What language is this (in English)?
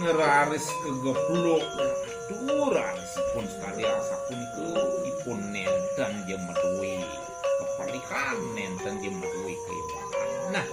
Balinese